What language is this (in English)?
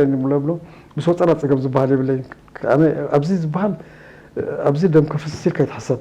Tigrinya